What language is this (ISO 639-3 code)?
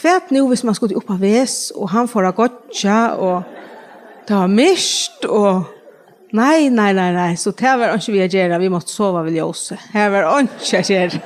fao